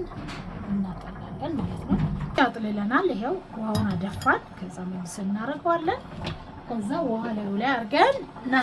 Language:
Amharic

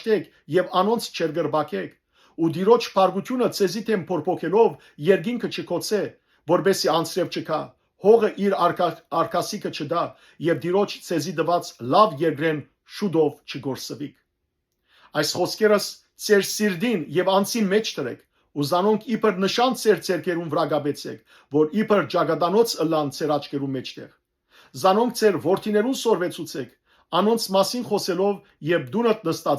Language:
Western Armenian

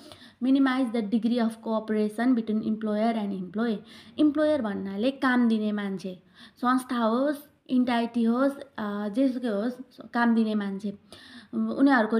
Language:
Nepali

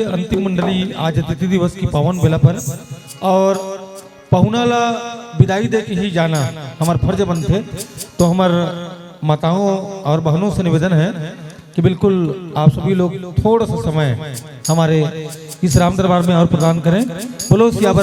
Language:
Chhattisgarhi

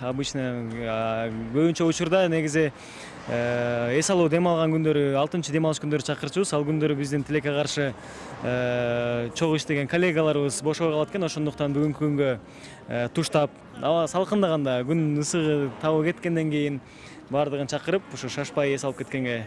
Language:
Kyrgyz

